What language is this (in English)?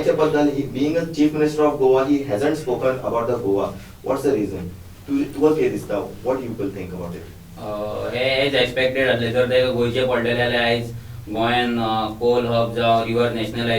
Konkani